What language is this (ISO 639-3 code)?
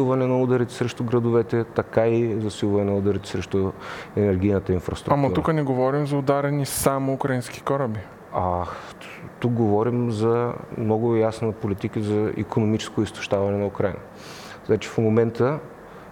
bul